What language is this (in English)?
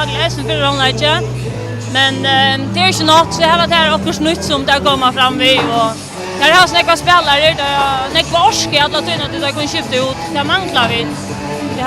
Faroese